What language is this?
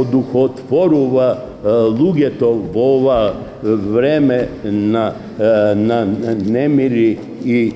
Macedonian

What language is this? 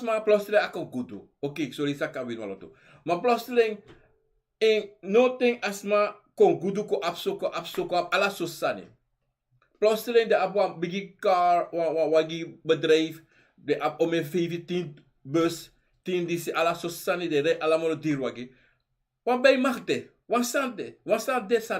Sranan Tongo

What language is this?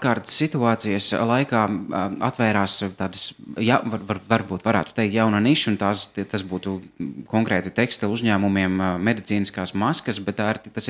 Latvian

